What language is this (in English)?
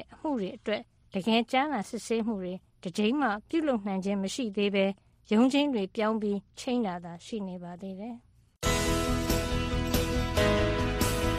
Burmese